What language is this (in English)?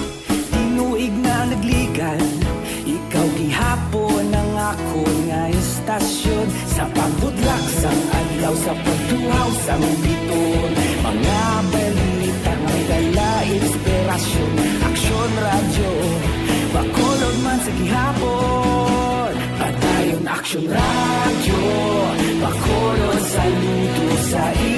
Hiligaynon